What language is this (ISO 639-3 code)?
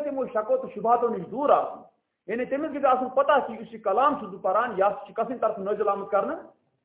kas